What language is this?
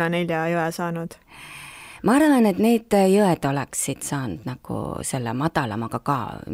Estonian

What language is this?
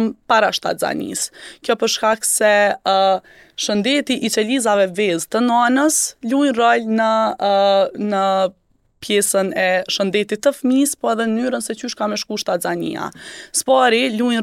Albanian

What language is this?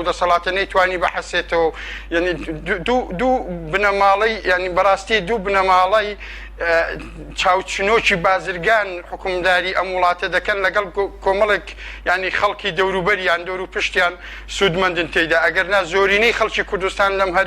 Central Kurdish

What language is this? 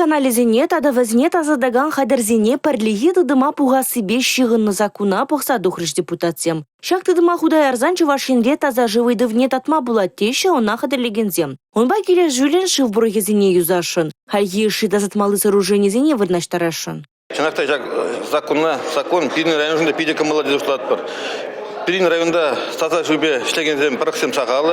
Chuvash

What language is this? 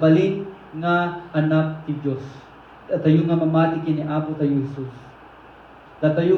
Iloko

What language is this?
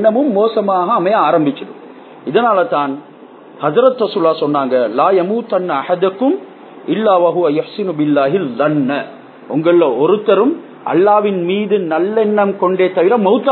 Tamil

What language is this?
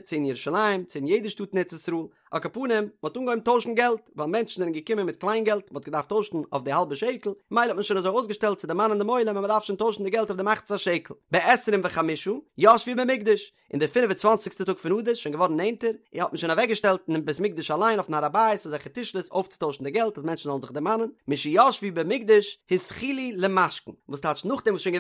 Yiddish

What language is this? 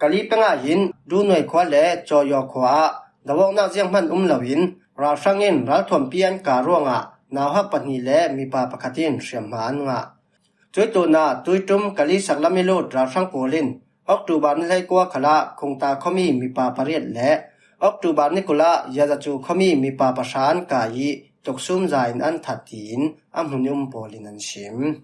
Falam Chin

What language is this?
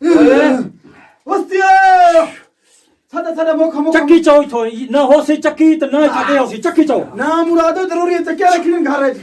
Saraiki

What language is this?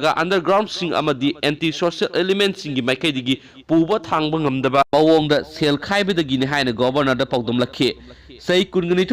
Manipuri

